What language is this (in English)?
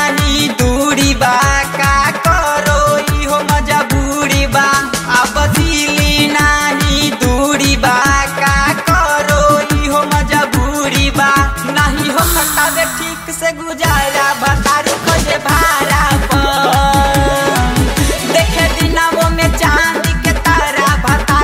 Bhojpuri